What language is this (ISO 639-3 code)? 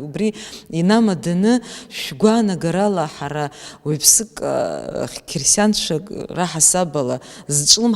abk